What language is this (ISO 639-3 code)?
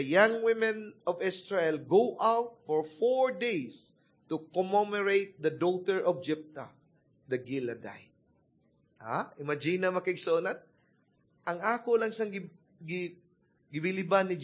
ceb